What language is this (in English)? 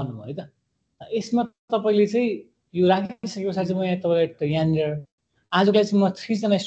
Nepali